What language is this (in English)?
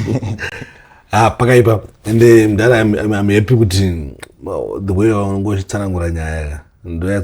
Shona